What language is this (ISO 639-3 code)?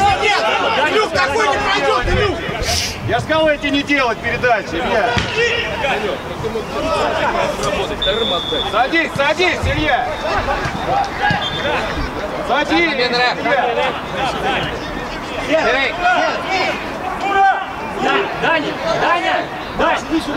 rus